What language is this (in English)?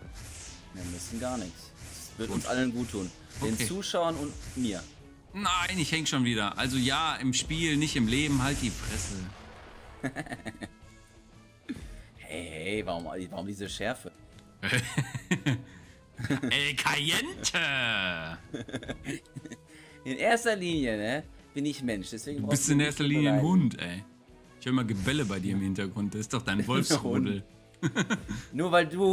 German